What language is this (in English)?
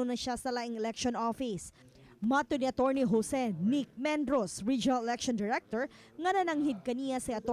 Cebuano